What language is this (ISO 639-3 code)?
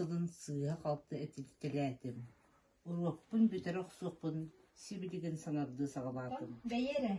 sah